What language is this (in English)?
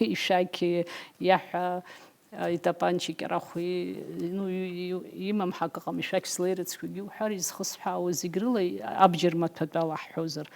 Abkhazian